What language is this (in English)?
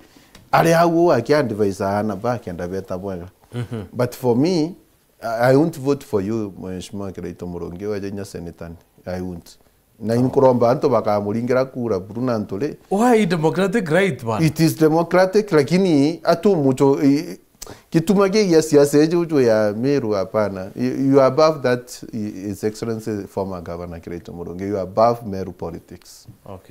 Meru